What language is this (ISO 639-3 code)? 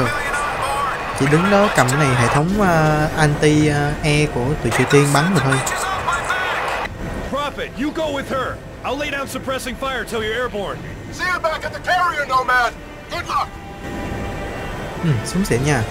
vie